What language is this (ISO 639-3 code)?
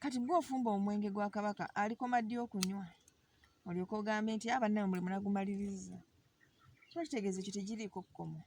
lug